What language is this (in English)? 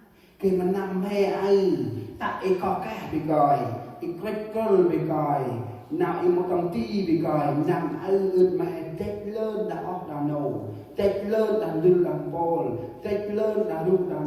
Central Mnong